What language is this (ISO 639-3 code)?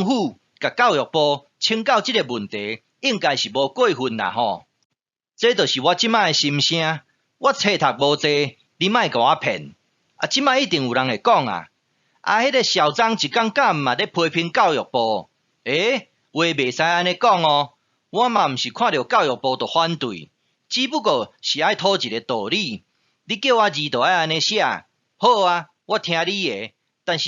nan